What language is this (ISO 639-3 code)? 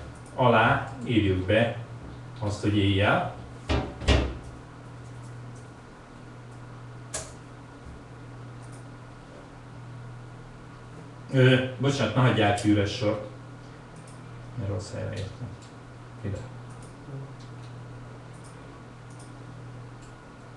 hun